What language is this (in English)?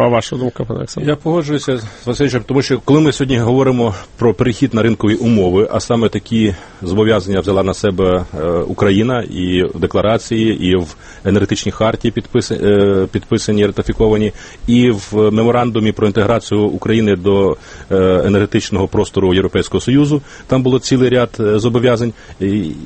Ukrainian